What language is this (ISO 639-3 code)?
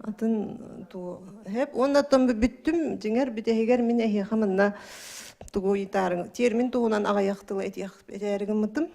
sah